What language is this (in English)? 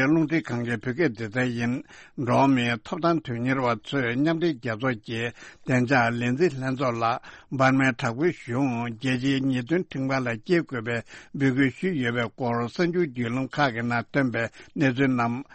Tibetan